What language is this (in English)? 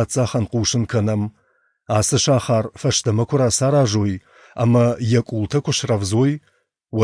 Ossetic